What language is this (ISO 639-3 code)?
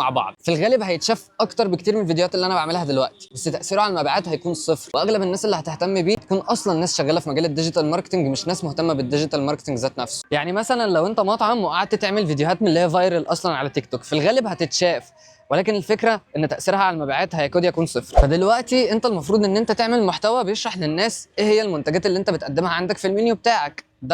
arz